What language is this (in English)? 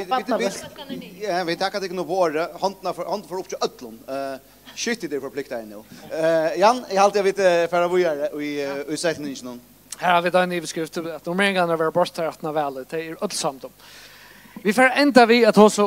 Faroese